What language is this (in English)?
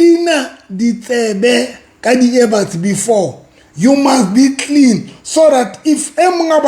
Southern Sotho